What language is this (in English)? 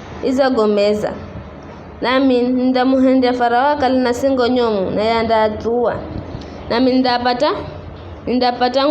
Giryama